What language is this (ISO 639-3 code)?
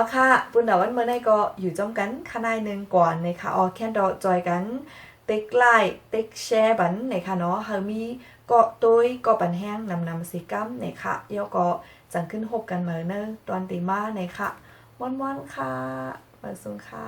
shn